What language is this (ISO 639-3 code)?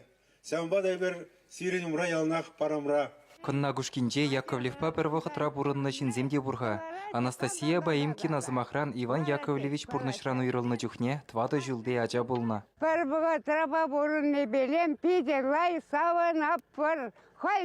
chv